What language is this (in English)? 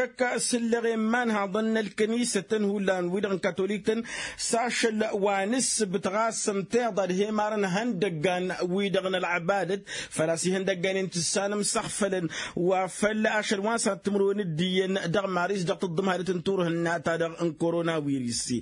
Tamasheq